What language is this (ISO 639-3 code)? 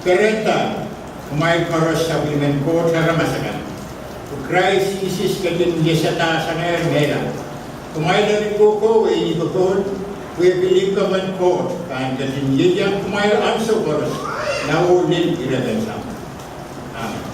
pon